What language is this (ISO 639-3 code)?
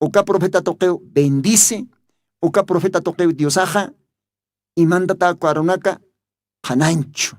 aym